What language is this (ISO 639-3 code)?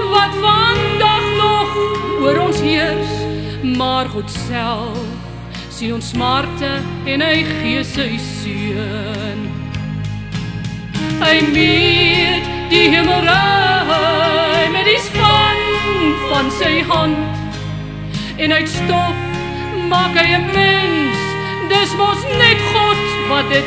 afr